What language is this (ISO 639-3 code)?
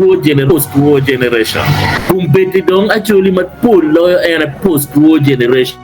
ach